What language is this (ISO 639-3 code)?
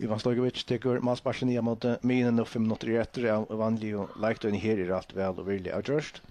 fao